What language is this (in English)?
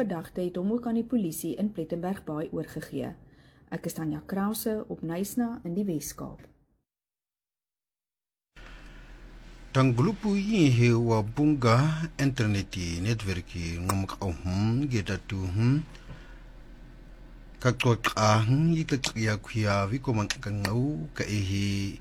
Afrikaans